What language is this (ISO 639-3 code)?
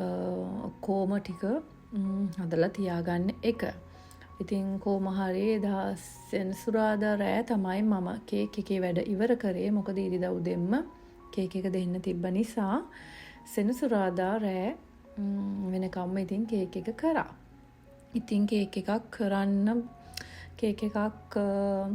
sin